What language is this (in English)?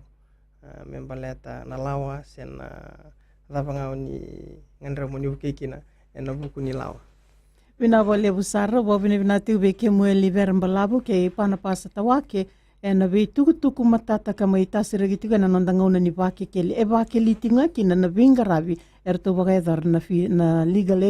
Fijian